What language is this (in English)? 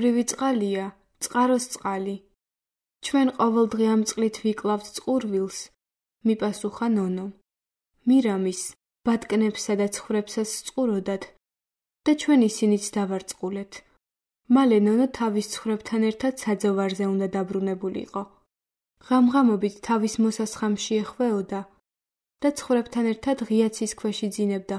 Georgian